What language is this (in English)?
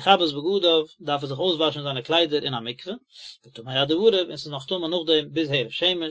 Yiddish